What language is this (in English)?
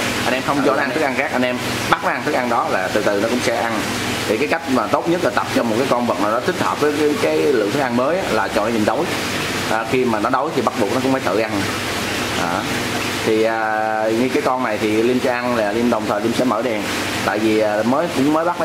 Vietnamese